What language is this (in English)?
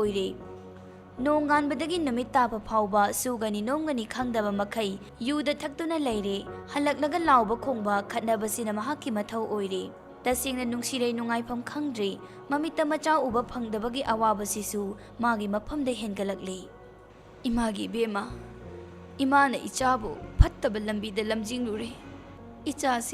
Manipuri